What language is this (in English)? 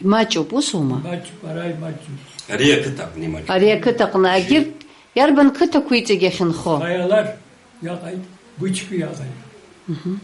Abkhazian